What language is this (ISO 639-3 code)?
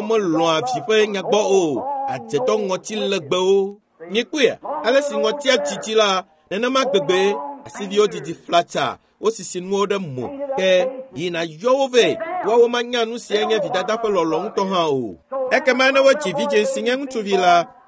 ewe